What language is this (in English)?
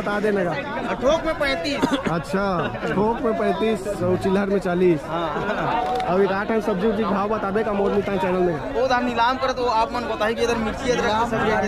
Chhattisgarhi